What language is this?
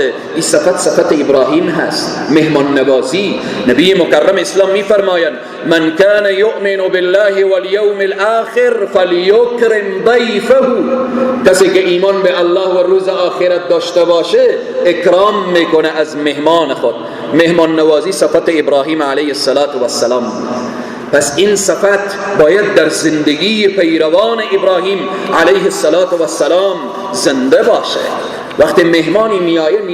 Persian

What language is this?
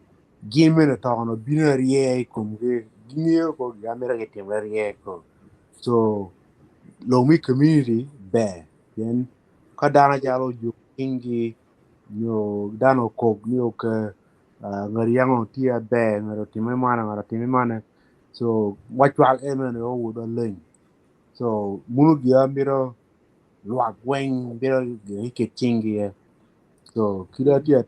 Acoli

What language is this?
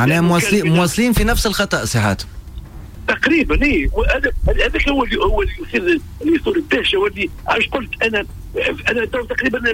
Tunisian Arabic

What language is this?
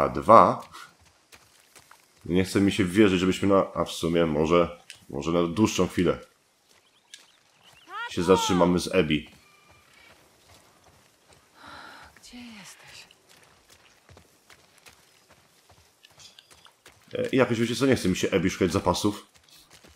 Polish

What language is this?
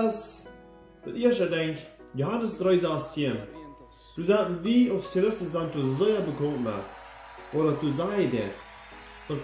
Plautdietsch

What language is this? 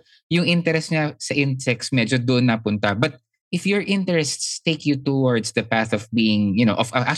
Filipino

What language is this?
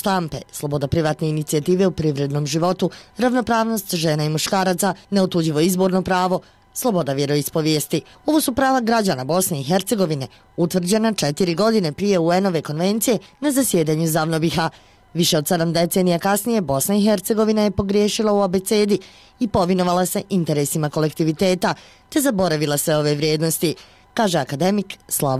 Bosnian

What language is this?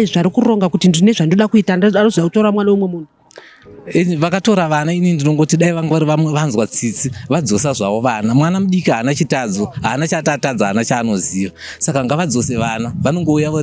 Shona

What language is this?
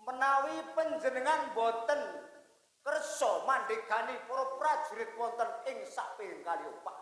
Javanese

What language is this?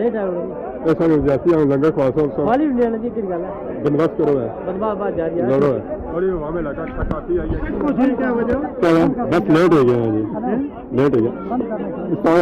Pahari-Potwari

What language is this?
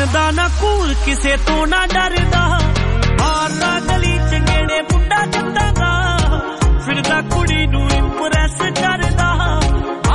Punjabi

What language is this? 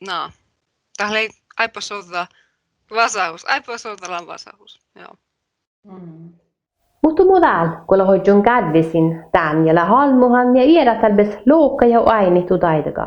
Northern Sami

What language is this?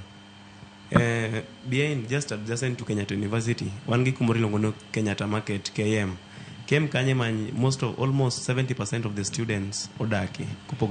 Luo (Kenya and Tanzania)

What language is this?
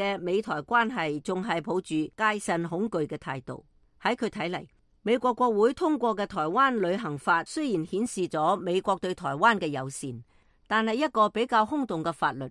Cantonese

